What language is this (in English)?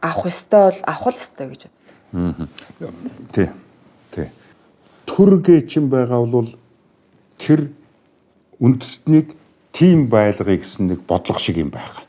Mongolian